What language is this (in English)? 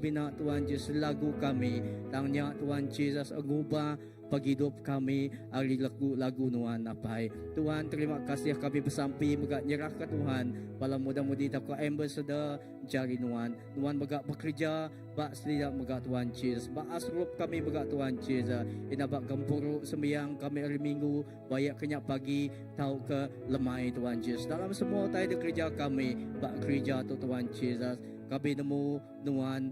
Iban